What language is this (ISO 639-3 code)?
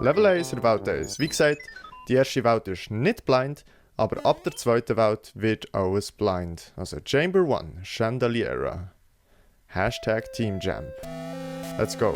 gsw